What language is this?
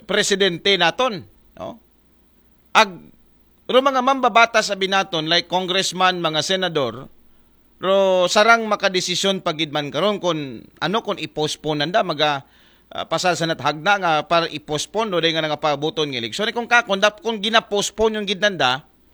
Aklanon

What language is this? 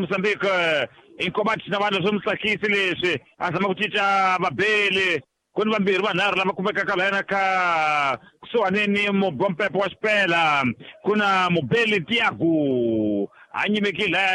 Tsonga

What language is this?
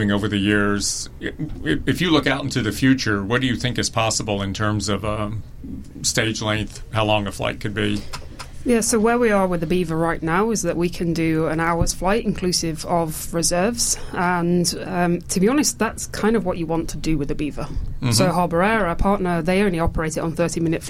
English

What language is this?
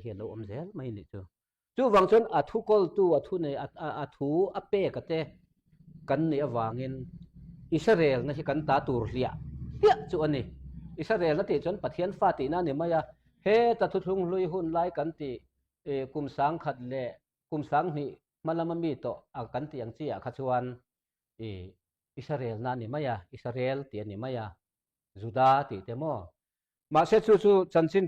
Mizo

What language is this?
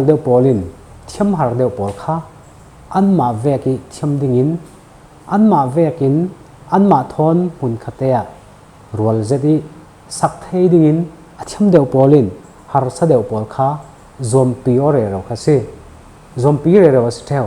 Falam Chin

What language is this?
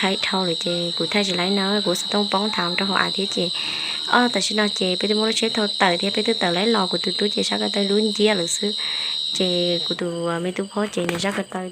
Hmong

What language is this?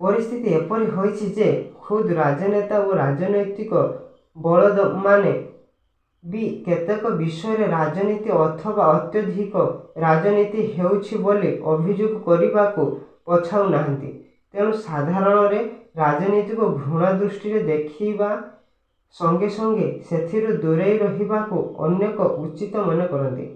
Odia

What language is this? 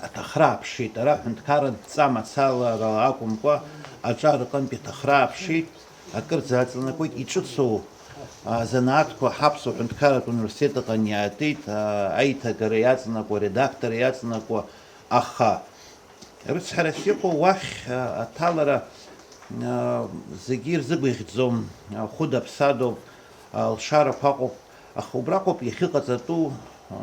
Abkhazian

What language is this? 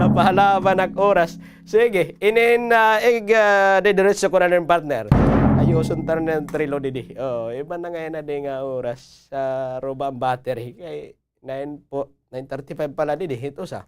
Waray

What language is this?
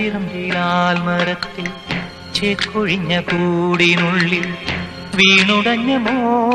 Malayalam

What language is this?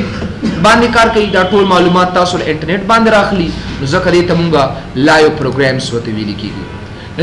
Pashto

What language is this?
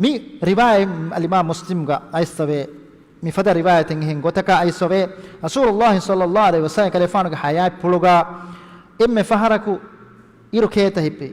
Divehi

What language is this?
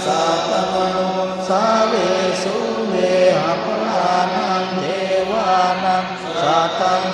Pali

